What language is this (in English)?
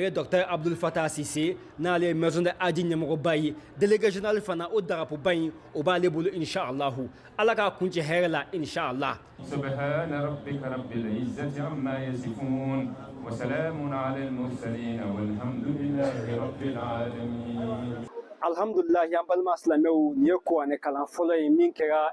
Bambara